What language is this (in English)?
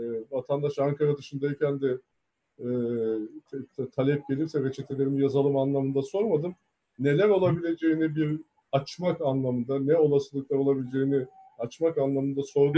Turkish